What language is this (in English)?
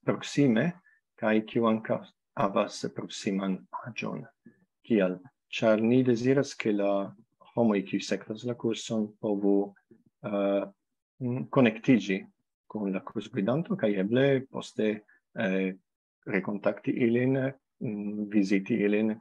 Esperanto